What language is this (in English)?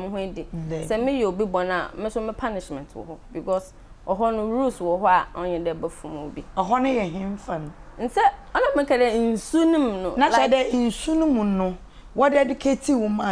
Akan